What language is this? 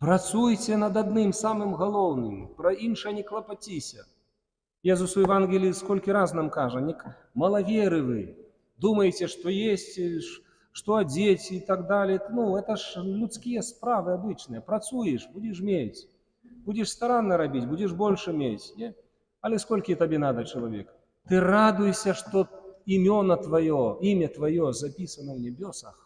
Belarusian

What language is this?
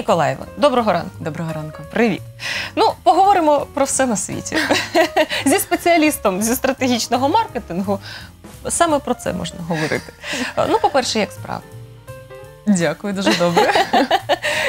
Ukrainian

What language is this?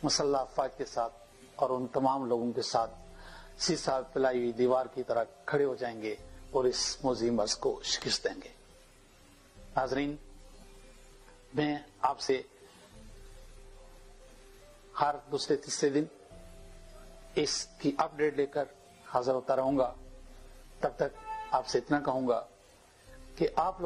Urdu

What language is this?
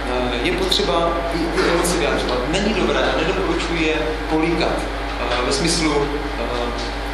Czech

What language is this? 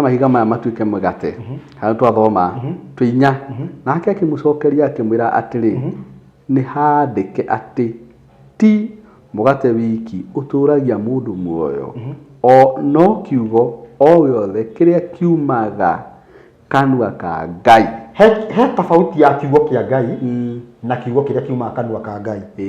Kikuyu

